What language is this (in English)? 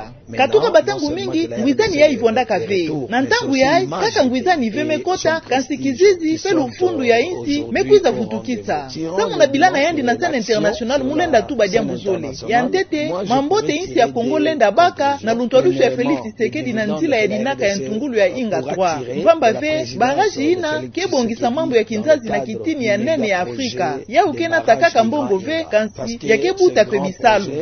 Kituba (Democratic Republic of Congo)